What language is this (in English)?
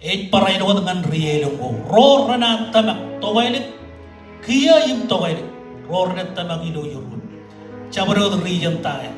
Marshallese